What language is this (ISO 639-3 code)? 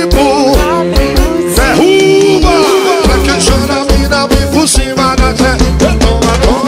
por